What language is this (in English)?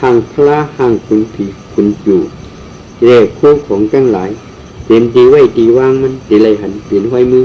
Shan